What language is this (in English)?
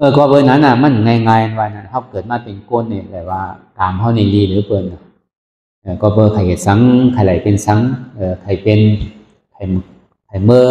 Shan